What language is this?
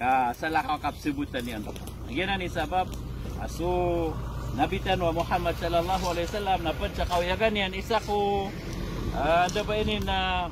Maranao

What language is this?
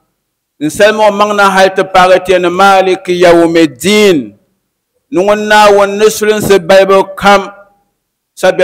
Dagbani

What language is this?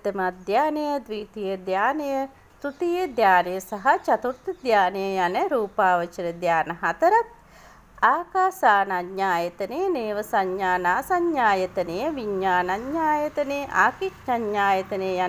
Sinhala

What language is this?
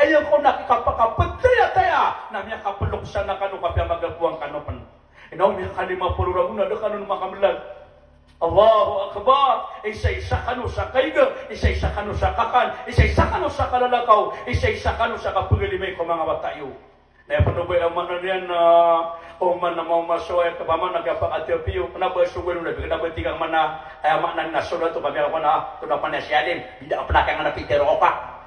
Maranao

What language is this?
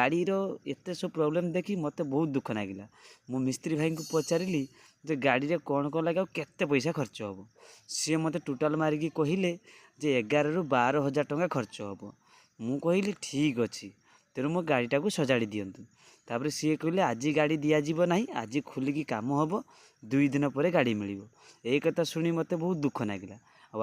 Odia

